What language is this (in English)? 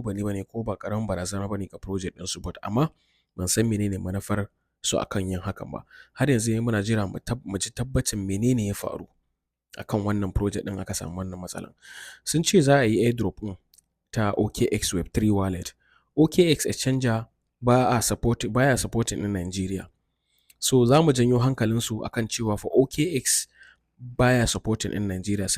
Hausa